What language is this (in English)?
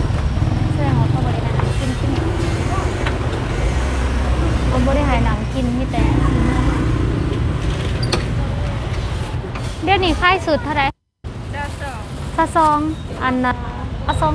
Thai